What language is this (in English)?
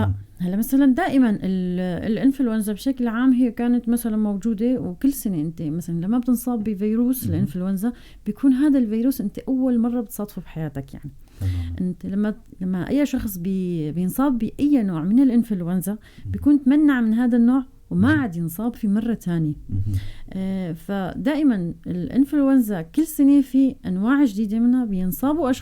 North Levantine Arabic